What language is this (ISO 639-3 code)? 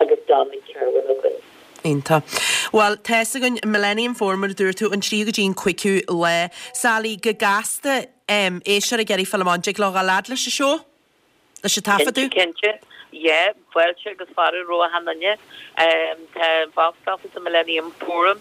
gle